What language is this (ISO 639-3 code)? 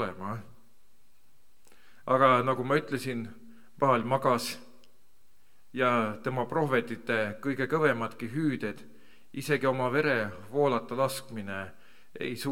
est